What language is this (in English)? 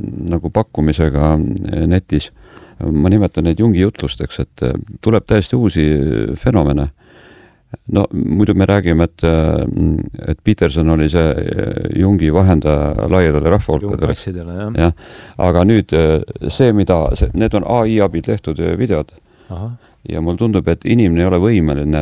Estonian